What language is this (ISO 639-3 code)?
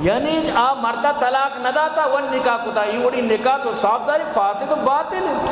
bal